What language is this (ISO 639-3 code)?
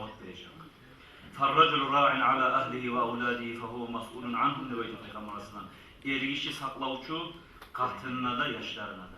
kum